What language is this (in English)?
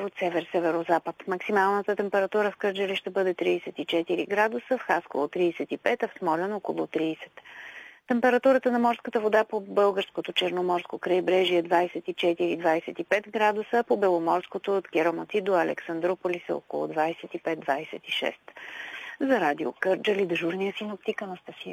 Bulgarian